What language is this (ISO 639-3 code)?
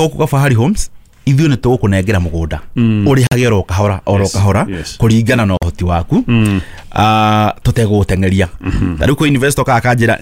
kik